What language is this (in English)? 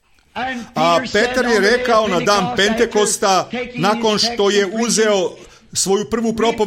Serbian